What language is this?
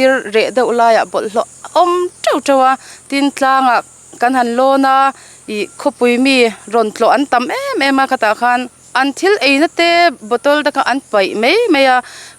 Mizo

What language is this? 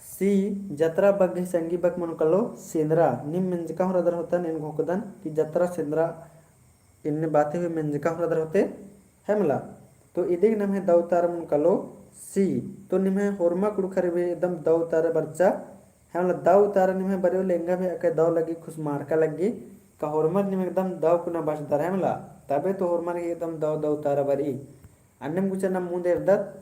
Kurukh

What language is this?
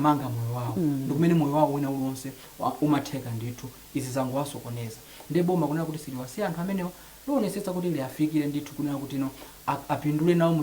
Nyanja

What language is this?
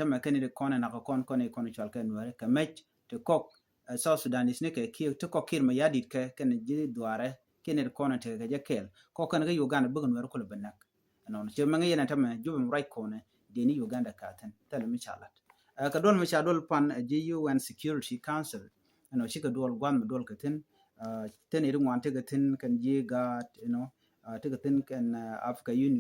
Nuer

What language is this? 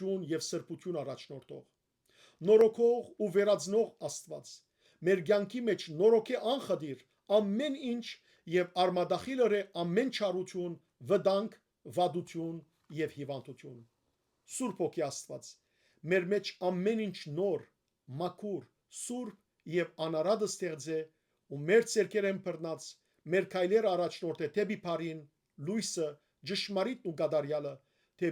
Western Armenian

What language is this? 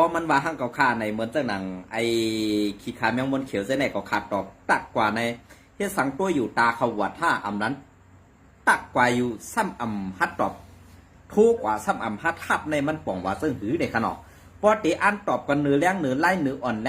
Shan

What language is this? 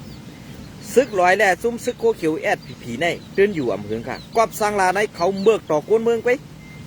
Shan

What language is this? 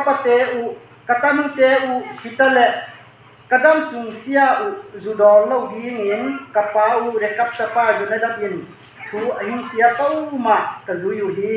Tedim Chin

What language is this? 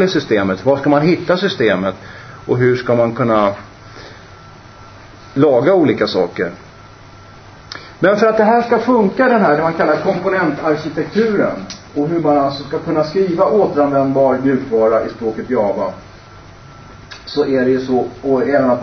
Swedish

